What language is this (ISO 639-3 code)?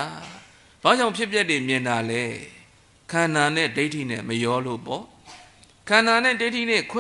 mya